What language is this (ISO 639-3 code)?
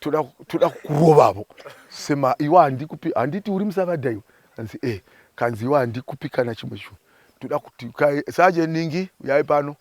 sna